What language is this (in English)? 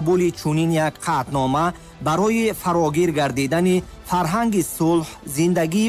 Tajik